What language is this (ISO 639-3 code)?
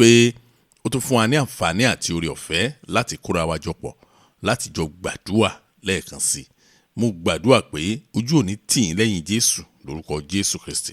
yor